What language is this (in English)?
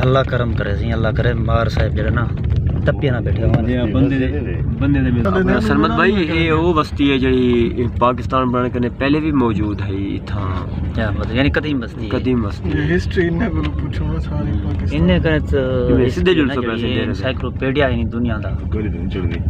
Saraiki